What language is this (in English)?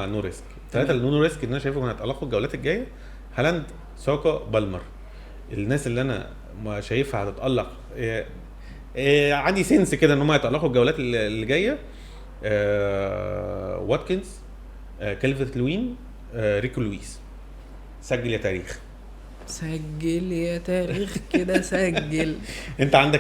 Egyptian Arabic